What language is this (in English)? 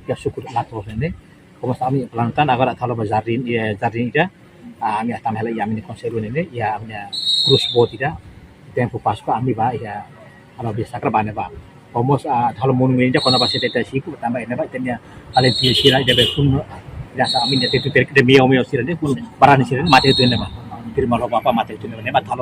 Tetum